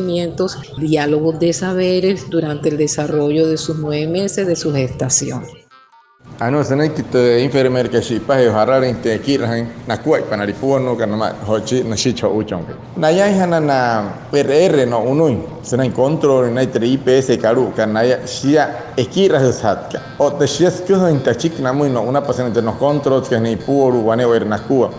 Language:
Wayuu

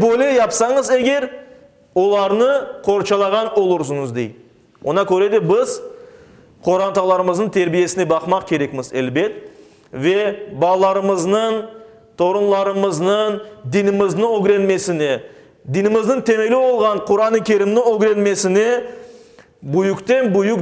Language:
Crimean Tatar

